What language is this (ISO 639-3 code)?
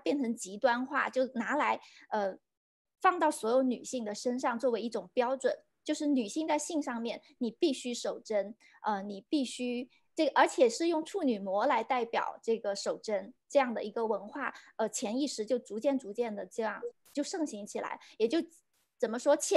zho